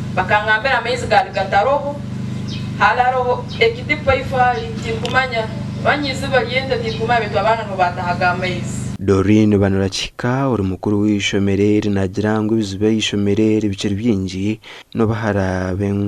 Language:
Nyankole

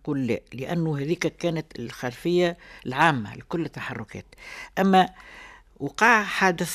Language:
Tunisian Arabic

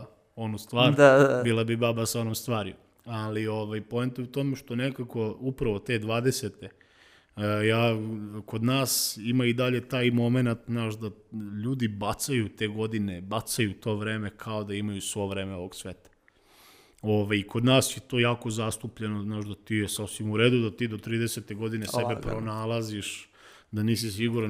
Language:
Serbian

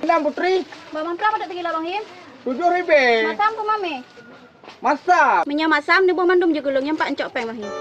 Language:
Achinese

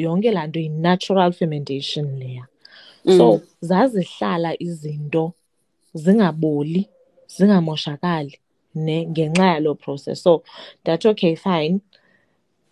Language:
Xhosa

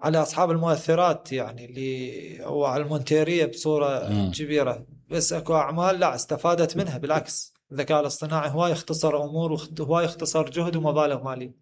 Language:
Mesopotamian Arabic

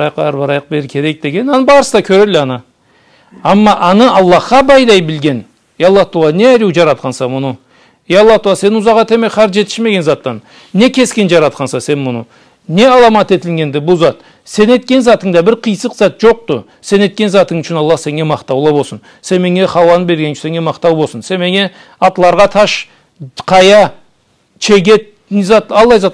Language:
Karachay-Balkar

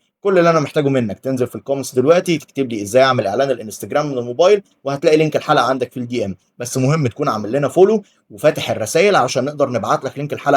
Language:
Egyptian Arabic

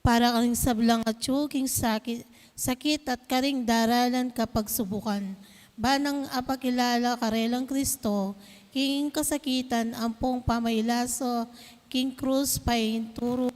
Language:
Pampanga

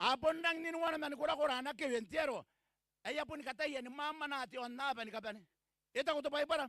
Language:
Gilbertese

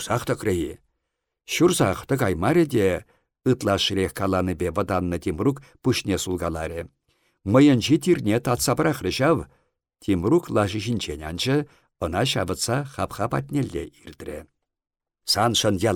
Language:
Chuvash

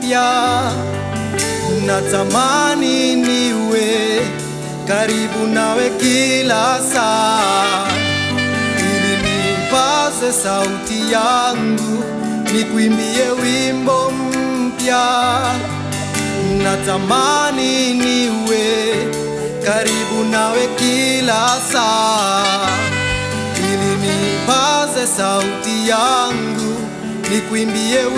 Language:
Swahili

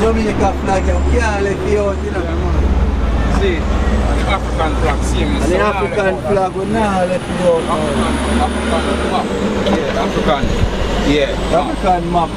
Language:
Jamaican Creole English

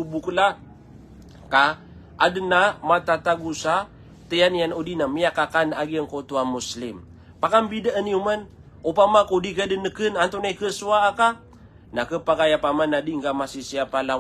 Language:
Maranao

